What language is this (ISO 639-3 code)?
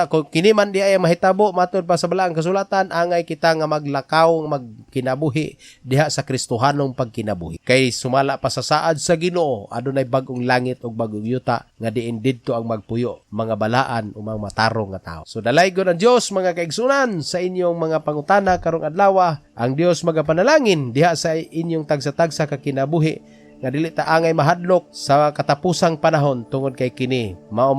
ceb